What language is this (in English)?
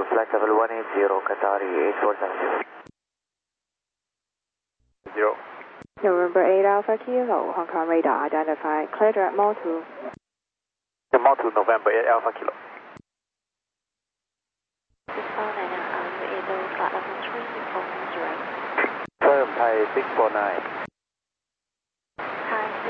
English